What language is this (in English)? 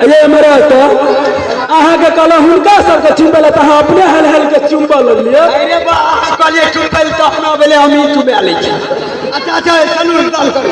Maithili